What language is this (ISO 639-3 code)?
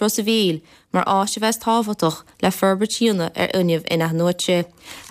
gle